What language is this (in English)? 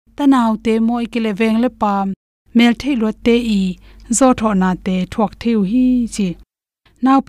Tedim Chin